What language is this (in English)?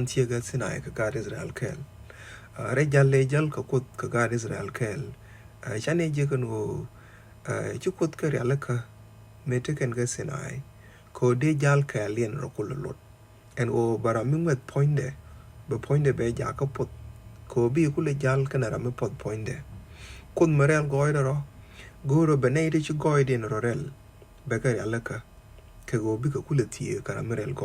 Nuer